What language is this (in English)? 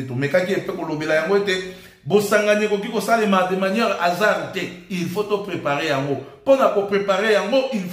Lingala